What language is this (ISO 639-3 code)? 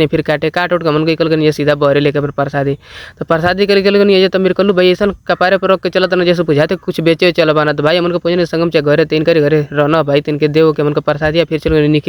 bho